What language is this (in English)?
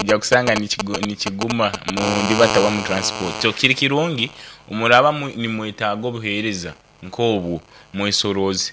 Nyankole